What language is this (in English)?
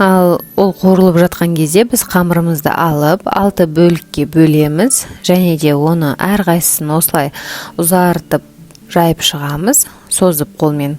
Kazakh